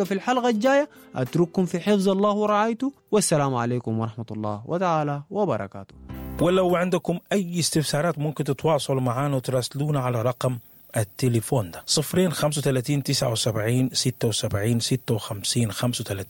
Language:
Sudanese Arabic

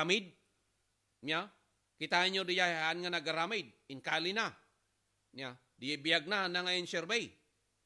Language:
Iloko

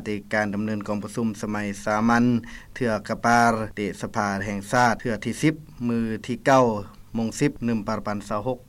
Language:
Lao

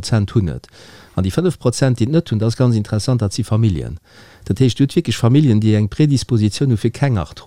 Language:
Luxembourgish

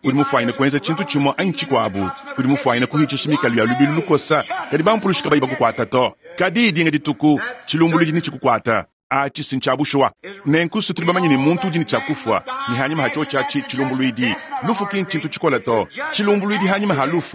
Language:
Luba-Lulua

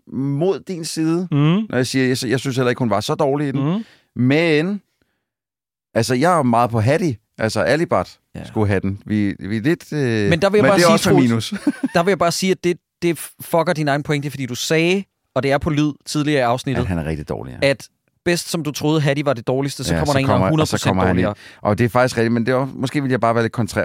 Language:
Danish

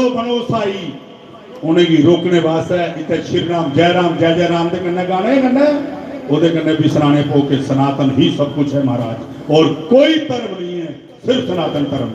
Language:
Dogri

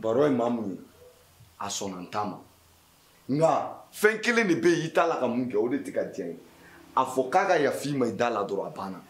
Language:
Bambara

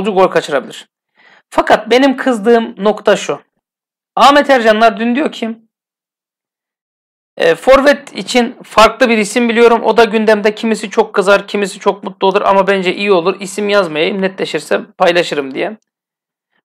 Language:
Turkish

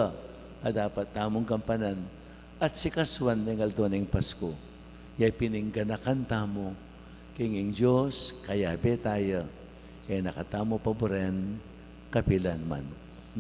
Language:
Pampanga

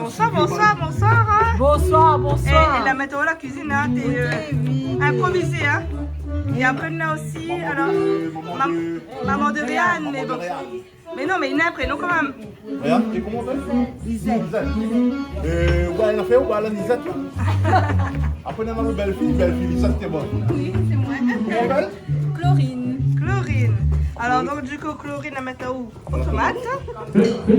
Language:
Réunion Creole French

